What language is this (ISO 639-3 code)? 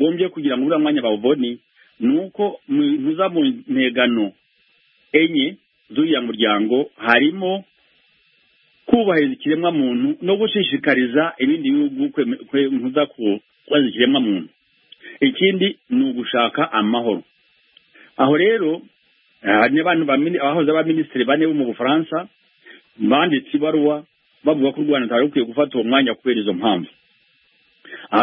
kin